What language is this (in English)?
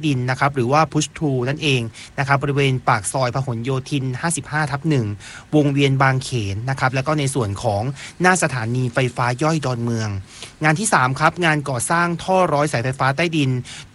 Thai